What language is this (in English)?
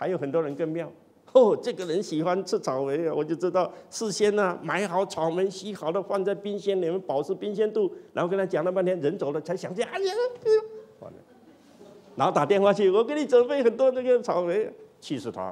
Chinese